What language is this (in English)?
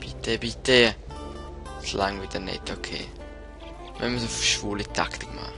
Swiss German